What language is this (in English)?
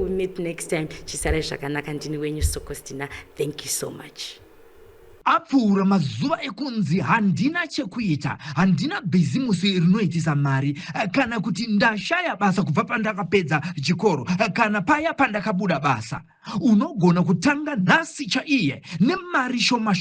Shona